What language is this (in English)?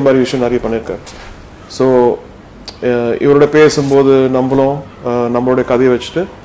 Tamil